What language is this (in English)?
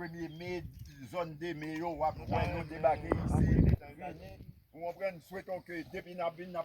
Haitian Creole